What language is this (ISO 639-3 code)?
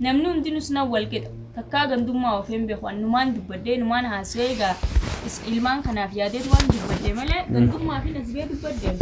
orm